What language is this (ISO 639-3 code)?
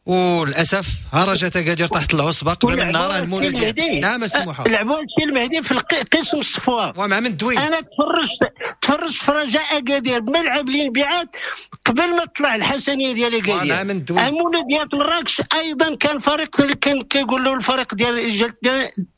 ary